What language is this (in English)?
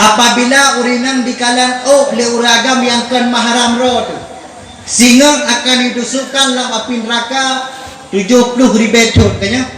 Achinese